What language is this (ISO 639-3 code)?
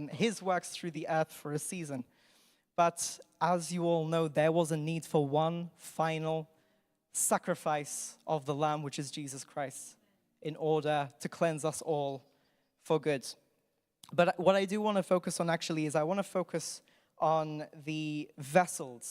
eng